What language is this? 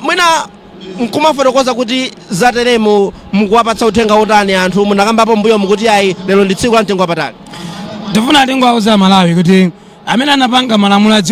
Nyanja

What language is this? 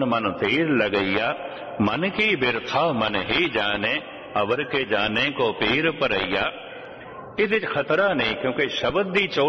Punjabi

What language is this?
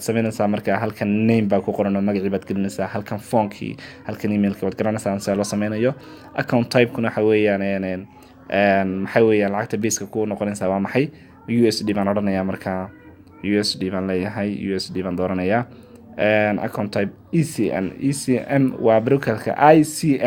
Somali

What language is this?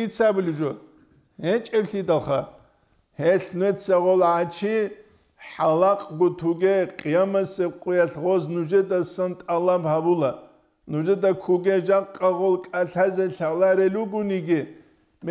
Avaric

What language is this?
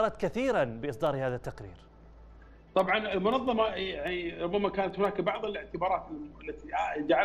Arabic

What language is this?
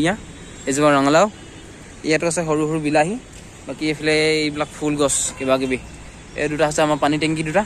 Assamese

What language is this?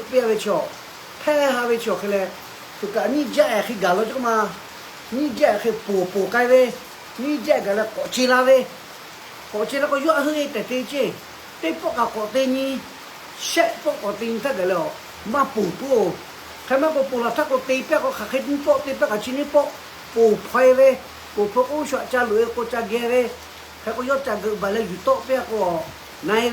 Lahu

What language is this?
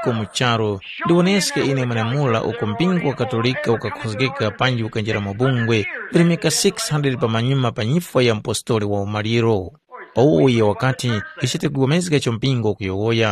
Tumbuka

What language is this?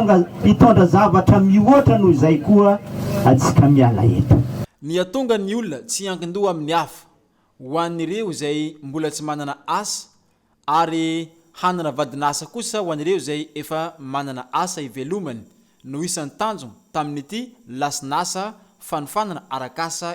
Malagasy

